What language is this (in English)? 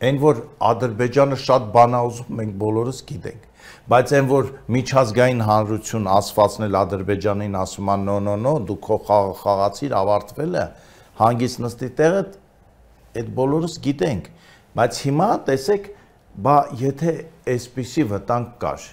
Armenian